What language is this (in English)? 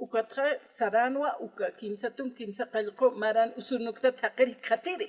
Aymara